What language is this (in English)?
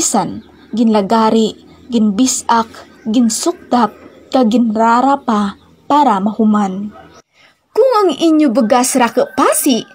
Hiligaynon